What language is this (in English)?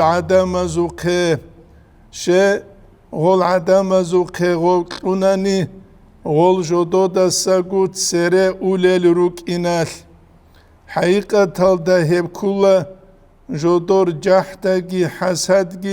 Avaric